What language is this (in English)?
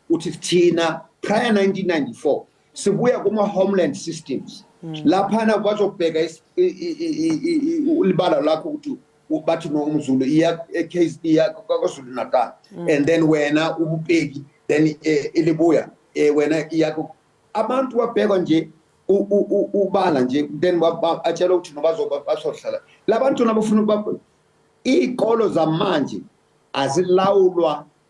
Zulu